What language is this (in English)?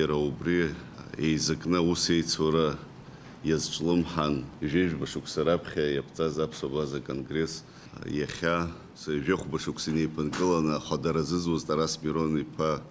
Abkhazian